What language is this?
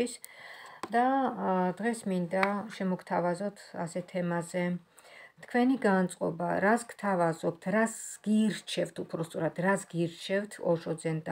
Georgian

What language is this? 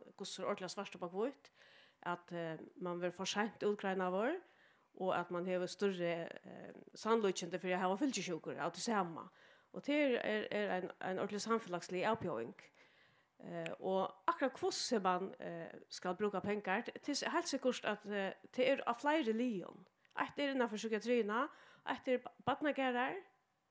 Faroese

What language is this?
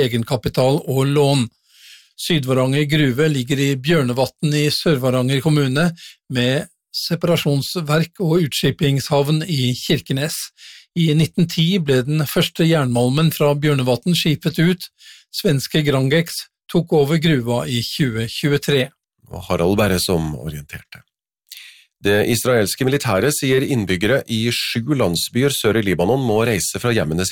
Norwegian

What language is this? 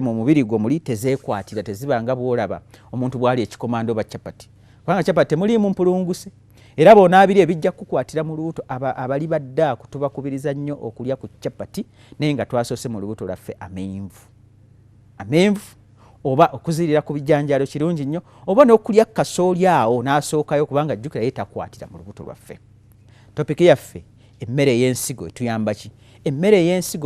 Ganda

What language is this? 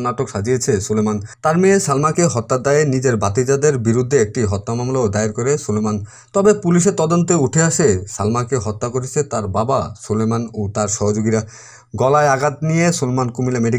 Bangla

